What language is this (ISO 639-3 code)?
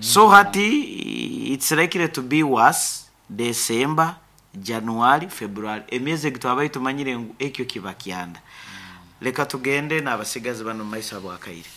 nyn